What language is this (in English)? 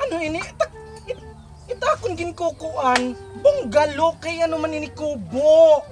Waray